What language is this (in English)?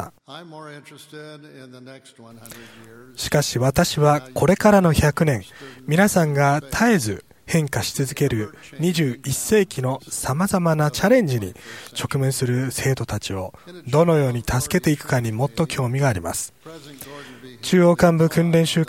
Japanese